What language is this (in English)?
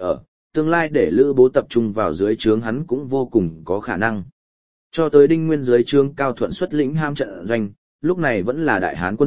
Vietnamese